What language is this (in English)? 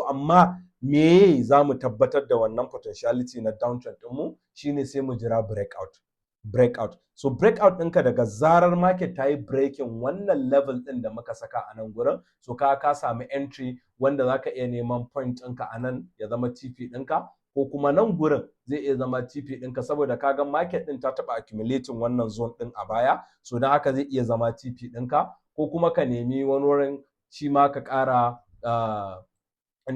Hausa